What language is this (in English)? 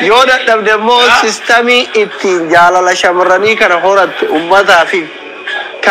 Oromo